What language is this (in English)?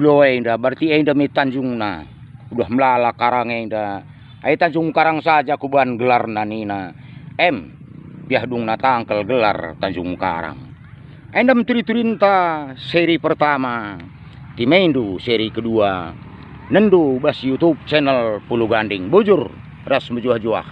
Batak Karo